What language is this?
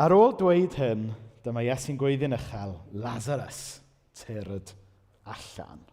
Welsh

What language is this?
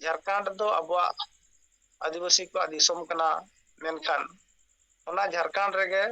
Santali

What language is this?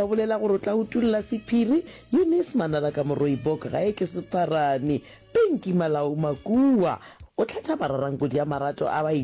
Northern Sotho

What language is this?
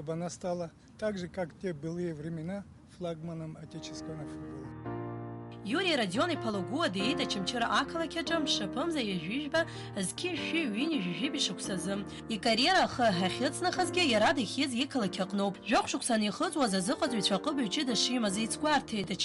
Abkhazian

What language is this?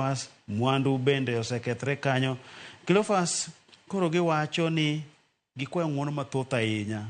Luo (Kenya and Tanzania)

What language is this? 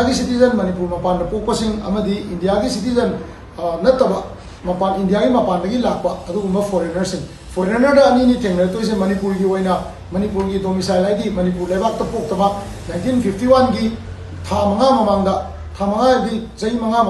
Manipuri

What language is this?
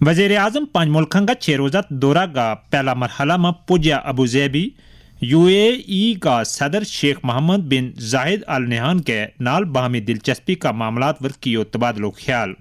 Gujari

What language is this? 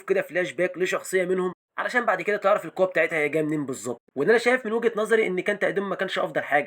Egyptian Arabic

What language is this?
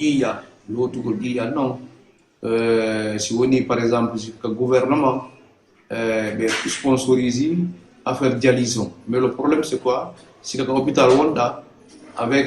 Fula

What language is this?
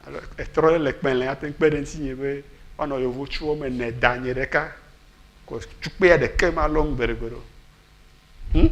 Ewe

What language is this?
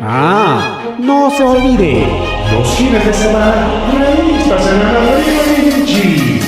Ayacucho Quechua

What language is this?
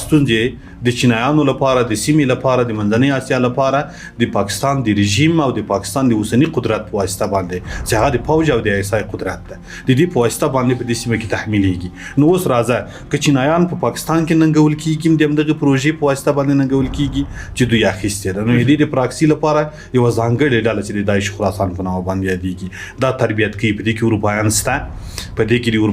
Pashto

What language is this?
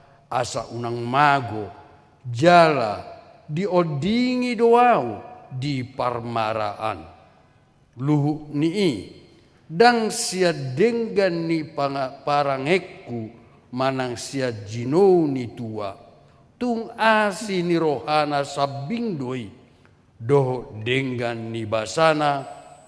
Batak Toba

